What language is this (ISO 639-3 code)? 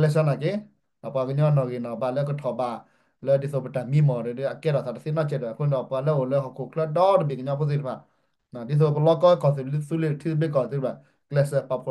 ksw